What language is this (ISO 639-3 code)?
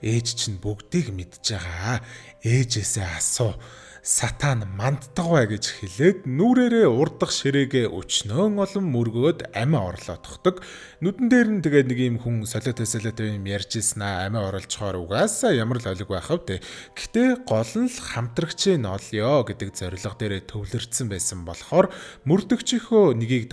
mon